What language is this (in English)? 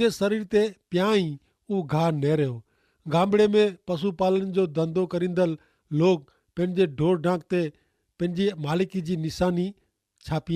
Kachhi